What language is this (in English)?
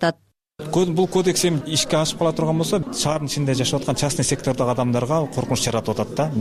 Kyrgyz